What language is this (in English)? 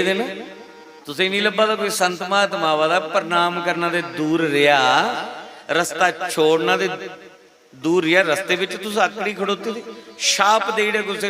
Dogri